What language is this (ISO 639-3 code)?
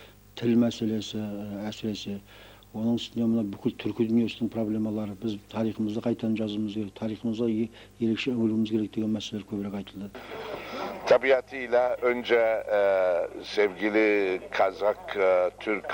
kaz